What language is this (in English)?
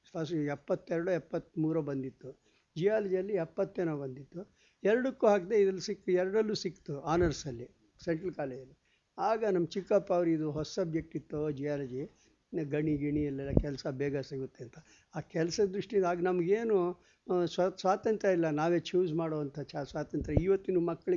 Kannada